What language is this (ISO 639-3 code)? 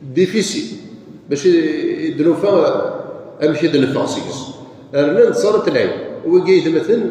kab